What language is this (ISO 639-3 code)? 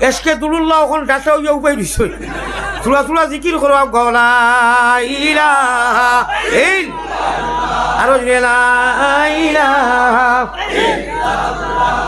syl